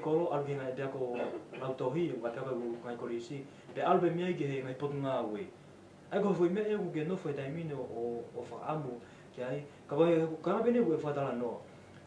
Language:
Tongan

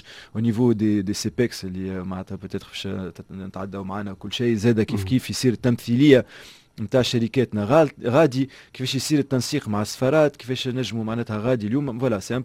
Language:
Tunisian Arabic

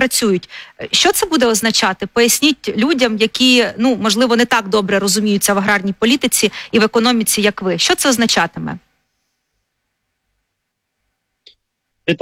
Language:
Ukrainian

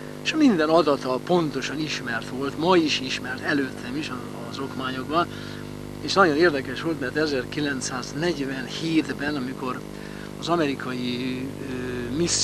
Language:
Hungarian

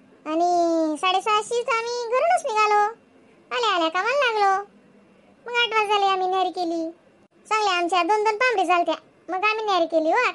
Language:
Khandesi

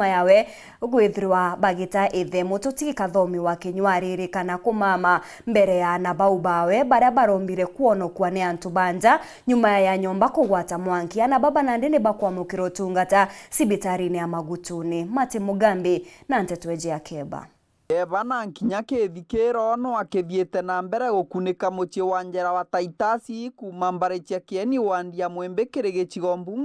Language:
Meru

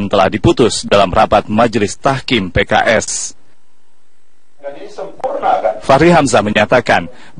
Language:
Indonesian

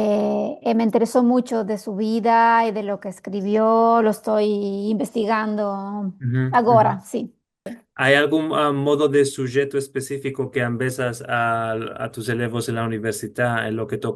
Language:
Ladino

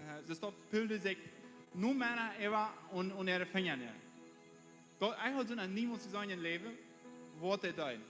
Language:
Plautdietsch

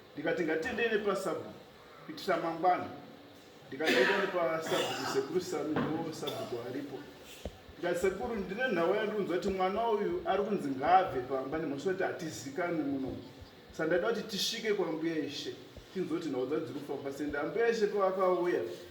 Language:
Shona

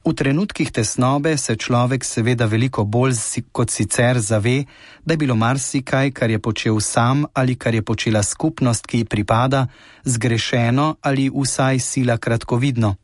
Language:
Slovenian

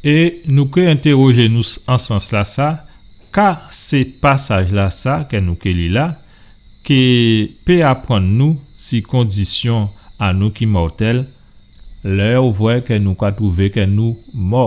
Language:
Guadeloupean Creole French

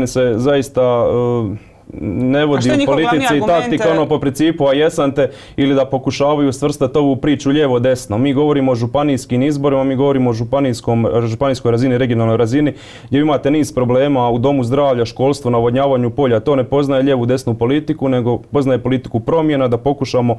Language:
Croatian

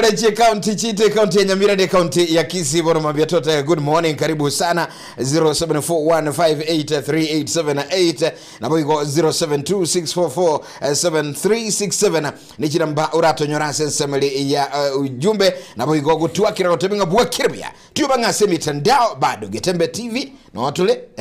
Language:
Gusii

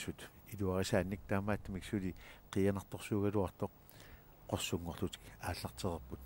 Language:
Kalaallisut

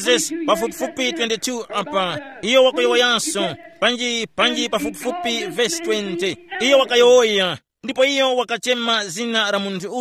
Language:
Tumbuka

